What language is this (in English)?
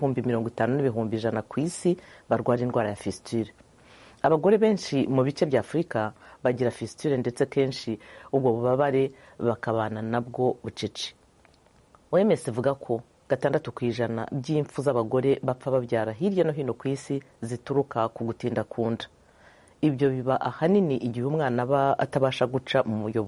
Kinyarwanda